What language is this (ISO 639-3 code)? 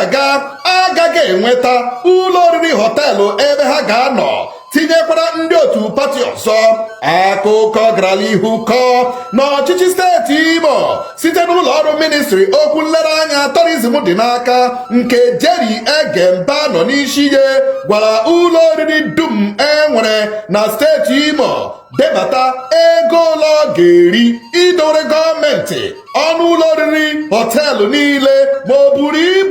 ibo